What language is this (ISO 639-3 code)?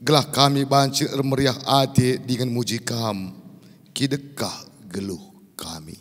btx